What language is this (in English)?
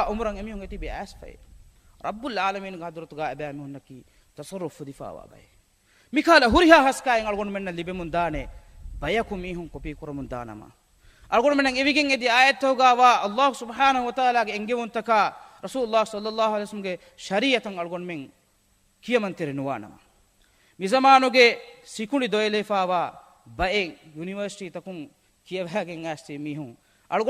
Divehi